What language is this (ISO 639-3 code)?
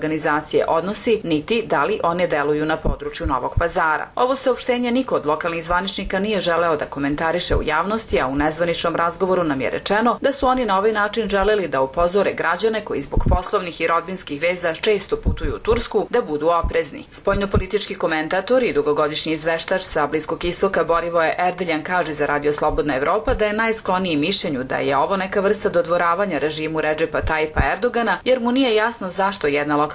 srp